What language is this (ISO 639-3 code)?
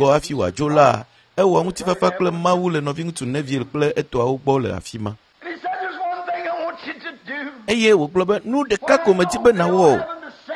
ewe